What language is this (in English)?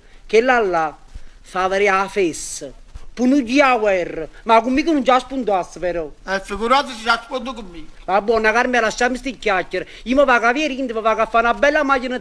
Neapolitan